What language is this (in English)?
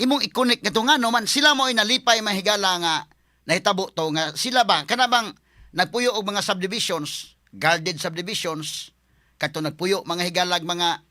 Cebuano